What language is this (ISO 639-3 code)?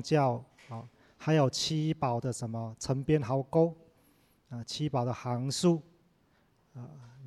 zho